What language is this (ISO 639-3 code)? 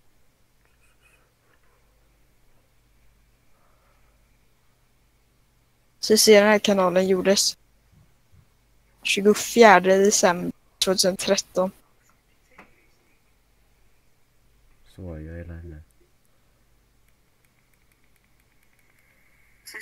swe